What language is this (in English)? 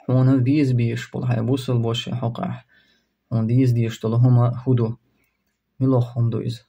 Chechen